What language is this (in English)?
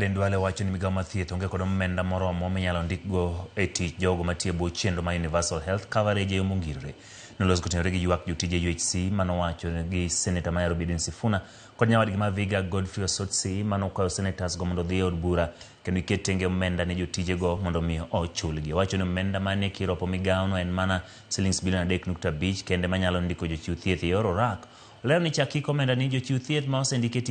Luo (Kenya and Tanzania)